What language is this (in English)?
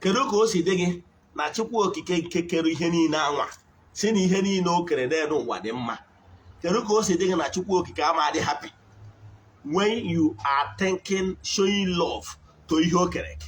Igbo